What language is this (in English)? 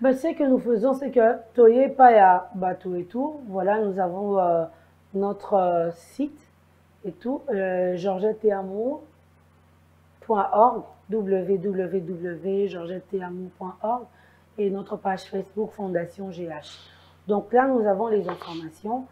French